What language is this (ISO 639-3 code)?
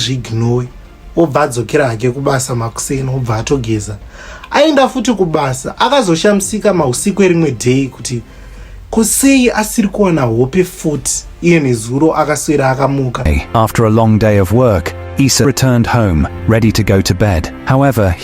sna